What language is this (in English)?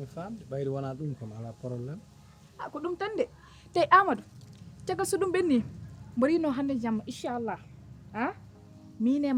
Fula